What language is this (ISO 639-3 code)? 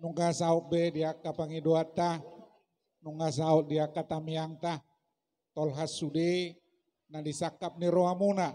bbc